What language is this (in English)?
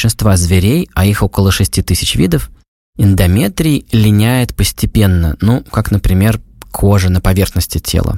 Russian